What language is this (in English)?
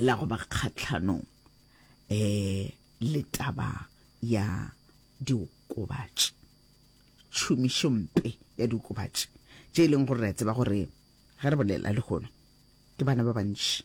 Northern Sotho